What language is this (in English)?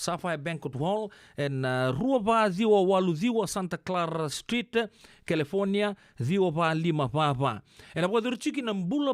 Fijian